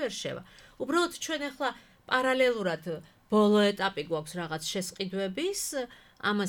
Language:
Georgian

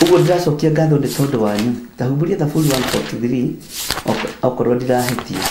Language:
Kikuyu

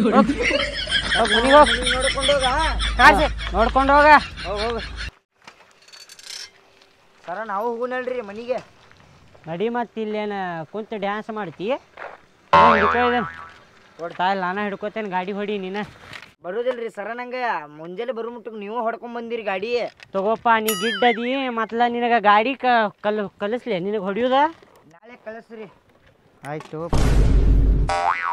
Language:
Kannada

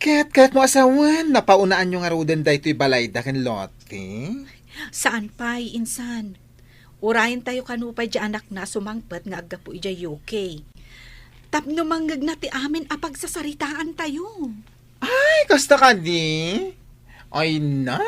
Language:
Iloko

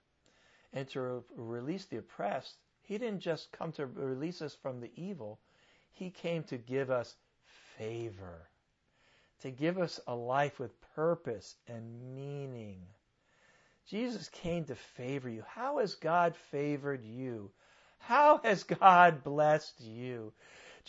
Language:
English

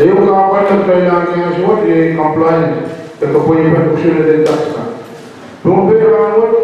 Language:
Pohnpeian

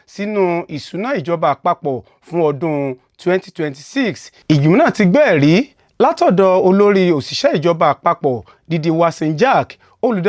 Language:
Yoruba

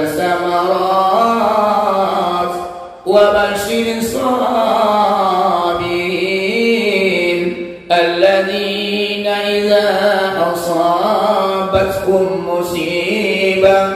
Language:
Minangkabau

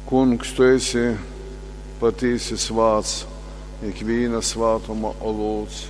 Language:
Latgalian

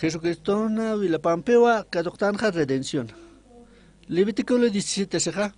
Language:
Aymara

